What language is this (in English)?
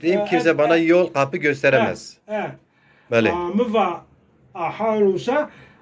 Zaza